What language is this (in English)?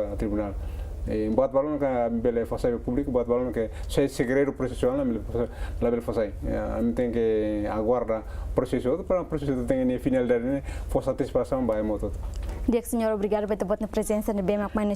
Tetum